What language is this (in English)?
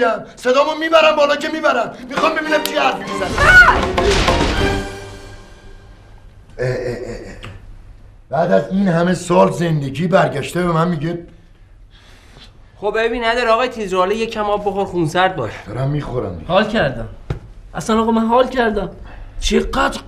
Persian